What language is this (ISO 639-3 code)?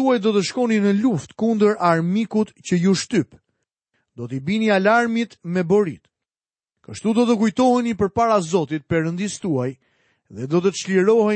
sqi